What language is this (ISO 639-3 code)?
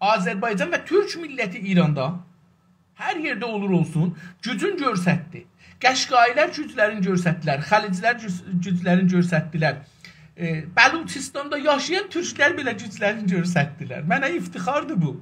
azb